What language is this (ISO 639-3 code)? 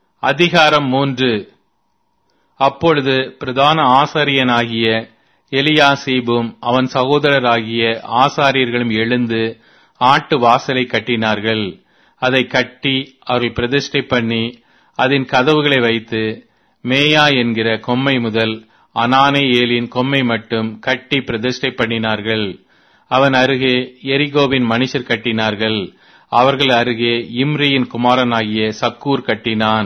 tam